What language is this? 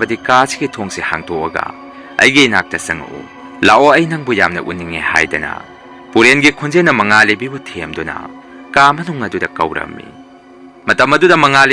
Manipuri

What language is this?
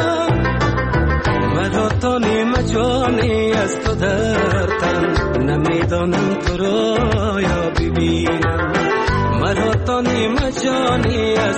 Persian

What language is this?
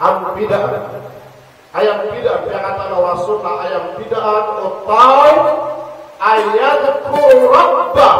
Maranao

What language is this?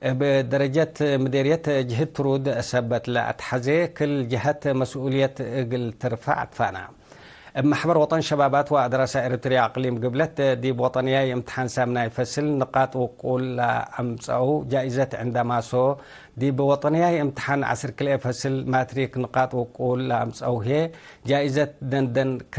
Tigre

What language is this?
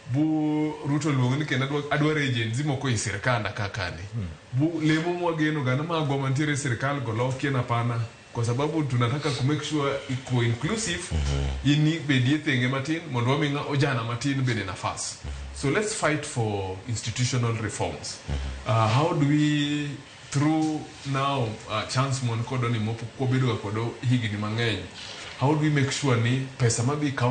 Luo (Kenya and Tanzania)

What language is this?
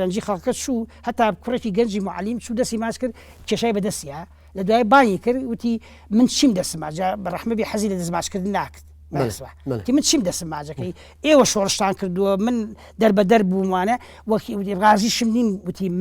Central Kurdish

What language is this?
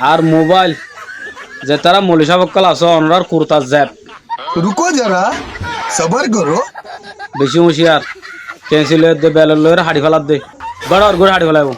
Rohingya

